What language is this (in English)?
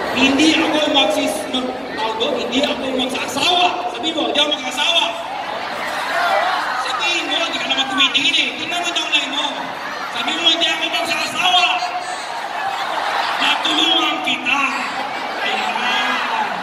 Filipino